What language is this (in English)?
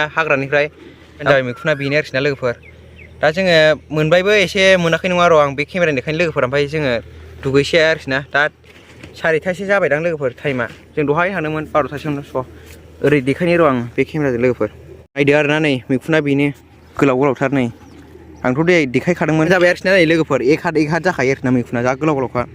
Bodo